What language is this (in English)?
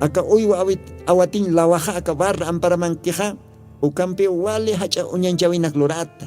Aymara